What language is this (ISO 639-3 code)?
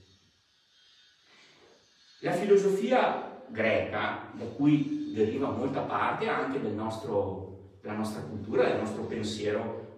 ita